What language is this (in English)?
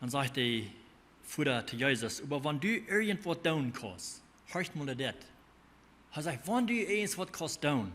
Plautdietsch